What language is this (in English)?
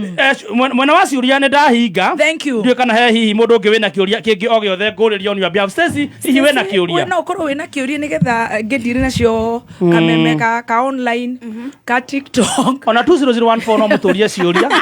Kikuyu